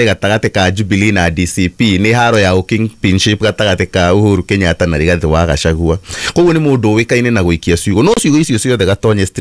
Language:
Kikuyu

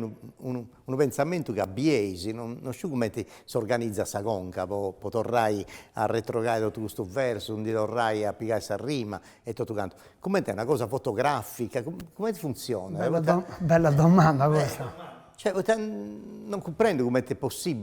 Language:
Sardinian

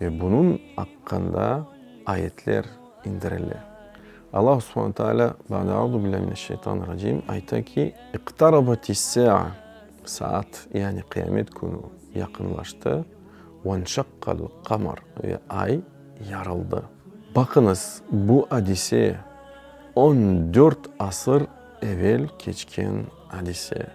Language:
Crimean Tatar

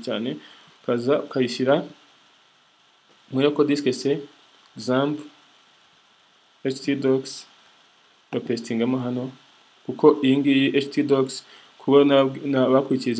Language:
Kinyarwanda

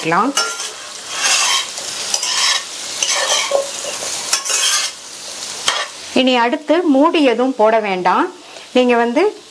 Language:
Tamil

